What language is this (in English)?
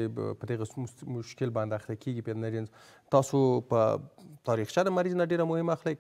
Pashto